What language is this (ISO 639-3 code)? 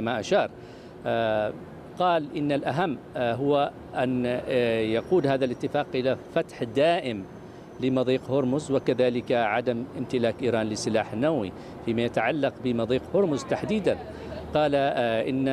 ara